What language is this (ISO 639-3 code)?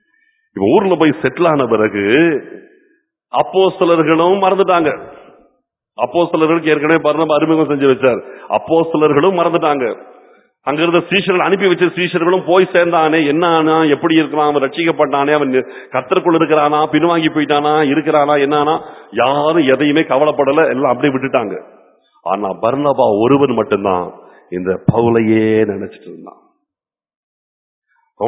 tam